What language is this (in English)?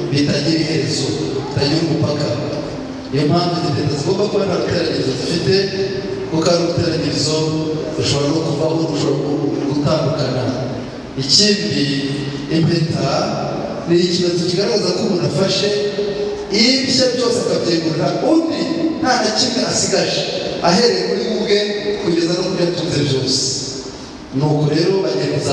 Kinyarwanda